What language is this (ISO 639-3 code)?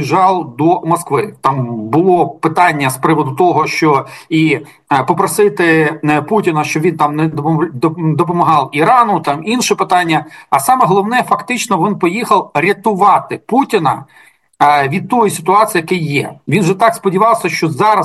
ukr